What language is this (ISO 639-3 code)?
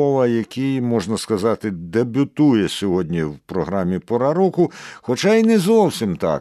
ukr